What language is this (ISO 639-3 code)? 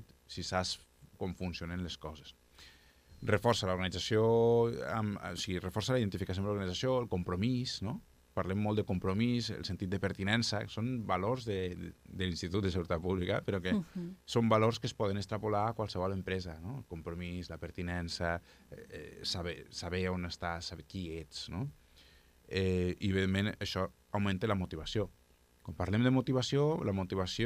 cat